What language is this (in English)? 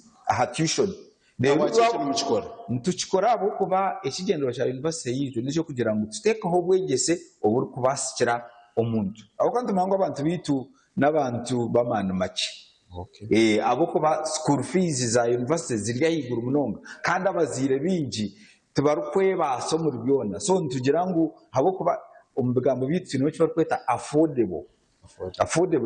Nyankole